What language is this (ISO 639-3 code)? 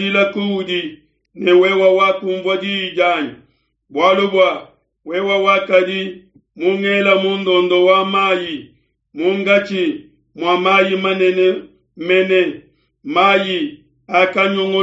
lua